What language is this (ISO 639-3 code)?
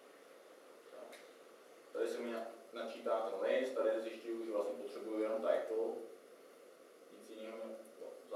ces